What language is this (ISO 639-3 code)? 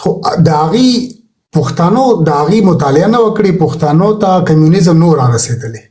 pus